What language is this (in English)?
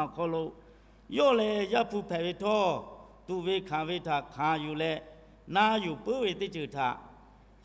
Lahu